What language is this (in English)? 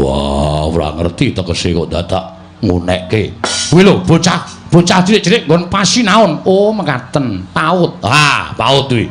Javanese